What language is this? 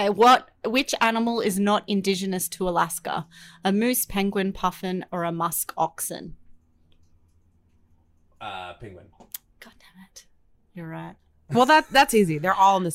English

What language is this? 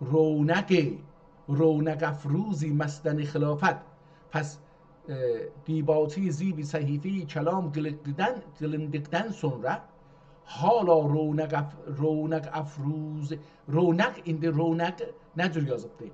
South Azerbaijani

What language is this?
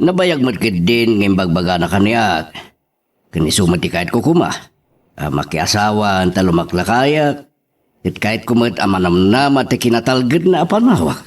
Iloko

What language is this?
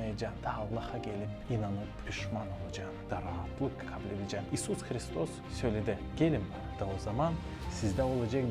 Gagauz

